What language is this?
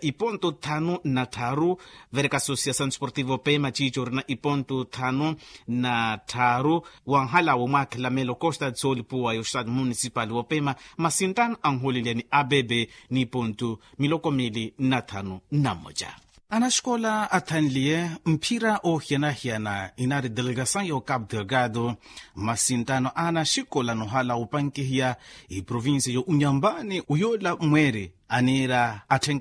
Makhuwa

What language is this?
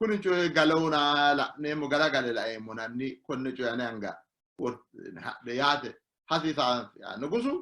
Sidamo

